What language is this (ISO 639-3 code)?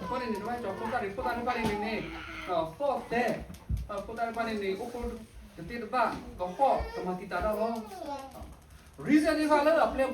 ksw